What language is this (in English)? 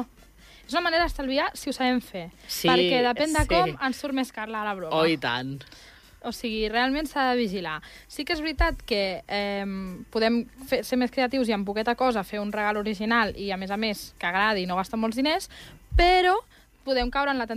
Catalan